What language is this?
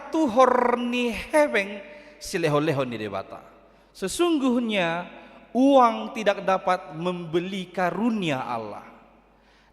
Batak Toba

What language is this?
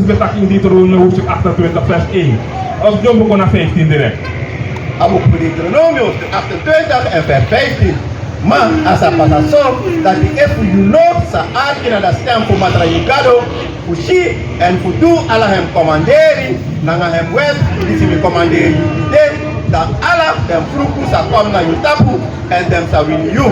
Sranan Tongo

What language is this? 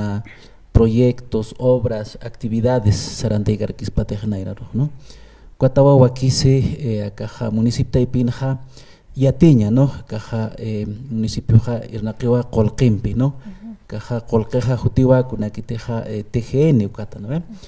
Aymara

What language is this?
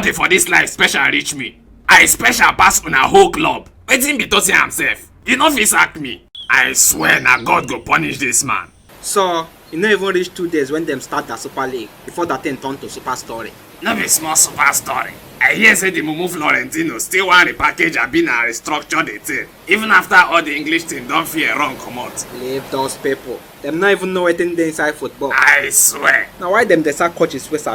Nigerian Pidgin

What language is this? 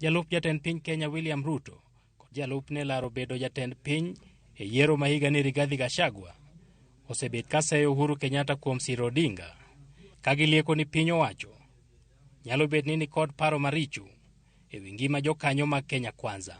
Luo (Kenya and Tanzania)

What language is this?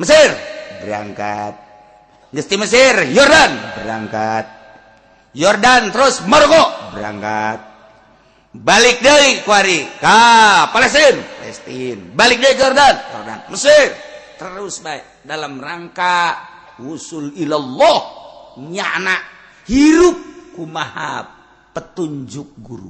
Sundanese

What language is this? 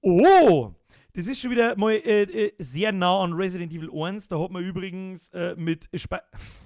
Bavarian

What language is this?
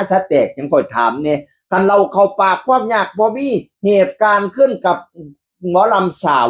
Northeastern Thai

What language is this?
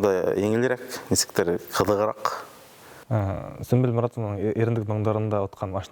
Bashkir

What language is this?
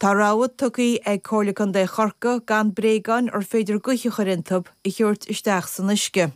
Irish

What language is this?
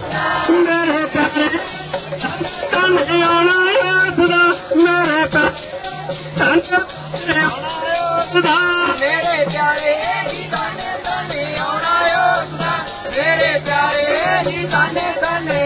Punjabi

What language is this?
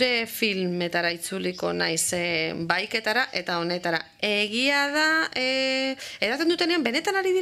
Basque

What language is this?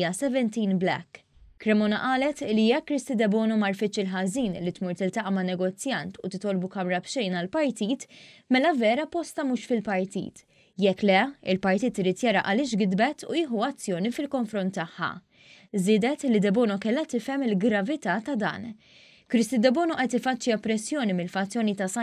Maltese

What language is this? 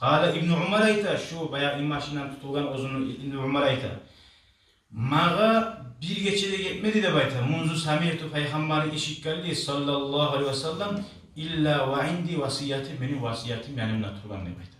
Kumyk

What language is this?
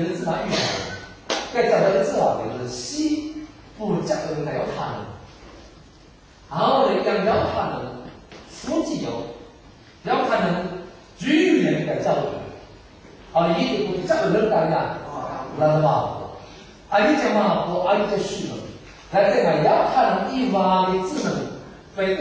Chinese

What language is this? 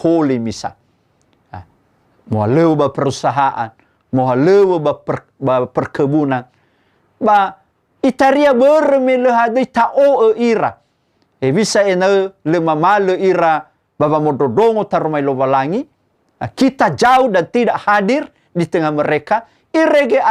Nias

